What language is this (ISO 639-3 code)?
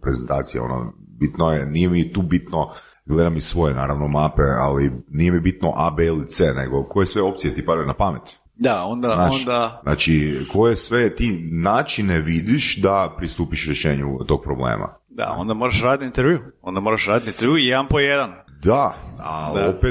hrv